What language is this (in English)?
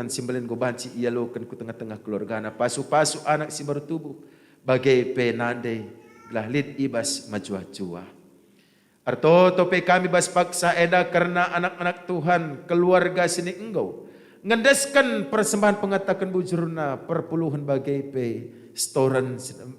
Batak Karo